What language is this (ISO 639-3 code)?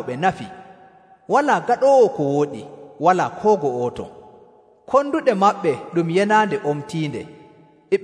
fuv